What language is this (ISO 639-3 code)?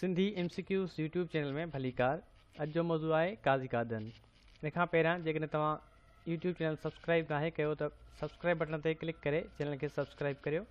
snd